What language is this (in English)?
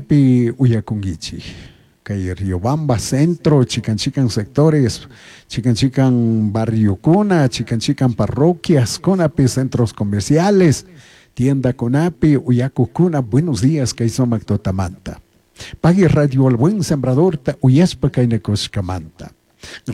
Chimborazo Highland Quichua